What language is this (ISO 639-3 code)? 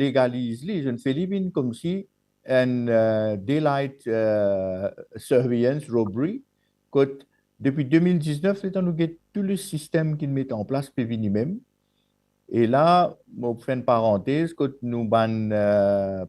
mfe